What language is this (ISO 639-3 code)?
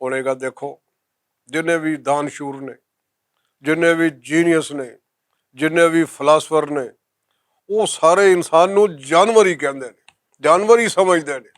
lah